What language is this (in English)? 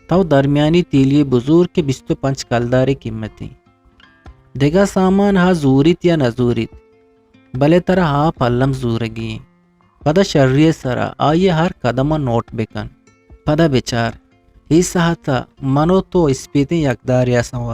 Eastern Balochi